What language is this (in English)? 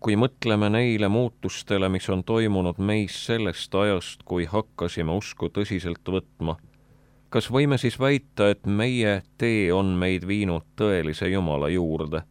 Estonian